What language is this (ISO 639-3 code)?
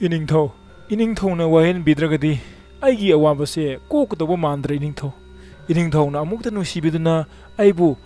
mni